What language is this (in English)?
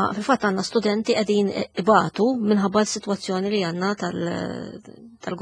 Maltese